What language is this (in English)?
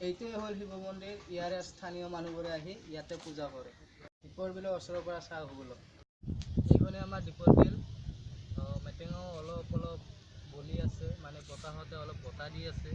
Assamese